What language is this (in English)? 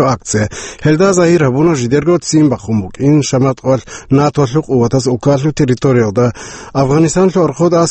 Avaric